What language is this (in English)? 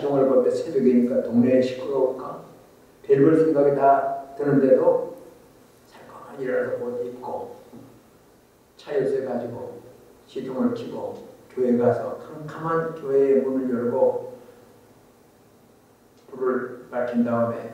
Korean